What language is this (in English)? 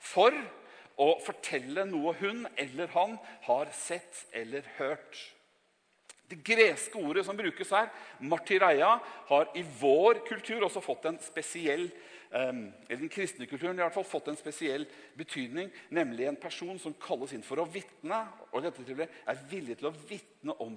Norwegian